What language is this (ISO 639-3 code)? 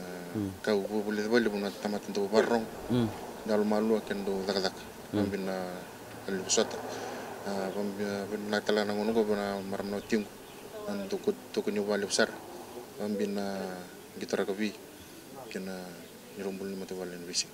fij